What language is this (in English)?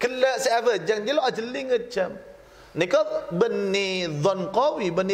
Madurese